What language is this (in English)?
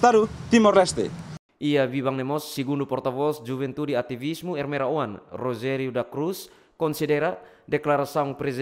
Tetum